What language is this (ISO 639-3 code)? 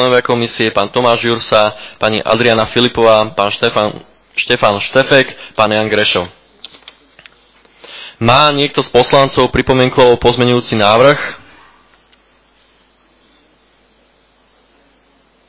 slk